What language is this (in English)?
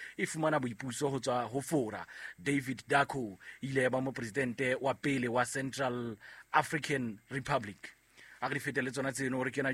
Southern Sotho